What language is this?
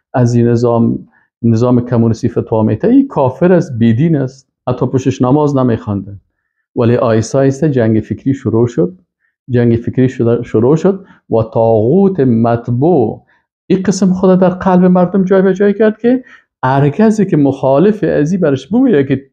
Persian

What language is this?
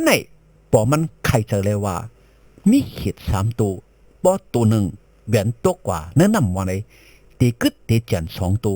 Shan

